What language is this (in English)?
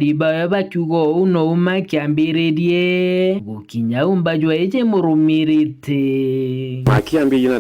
Meru